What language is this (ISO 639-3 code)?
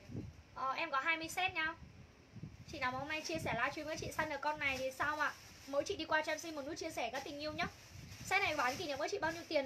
vie